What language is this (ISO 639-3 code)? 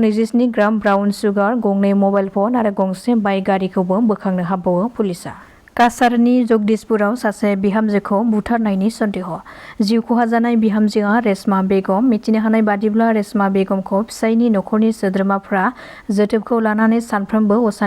brx